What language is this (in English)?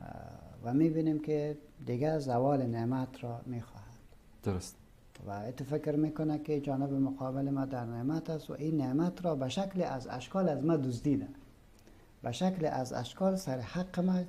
Persian